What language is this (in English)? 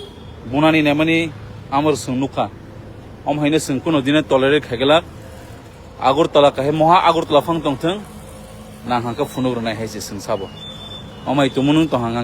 Kok Borok